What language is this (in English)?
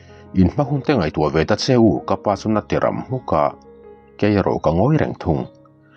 Mizo